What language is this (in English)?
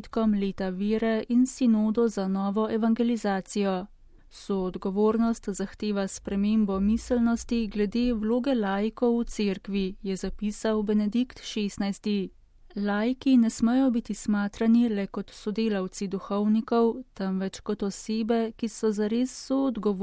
Slovenian